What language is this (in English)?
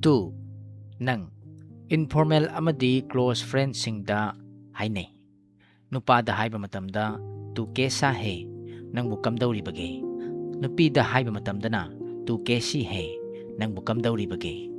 Manipuri